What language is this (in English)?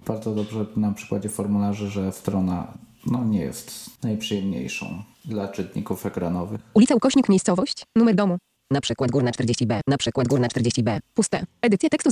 Polish